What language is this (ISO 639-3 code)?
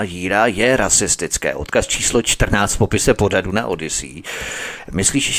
ces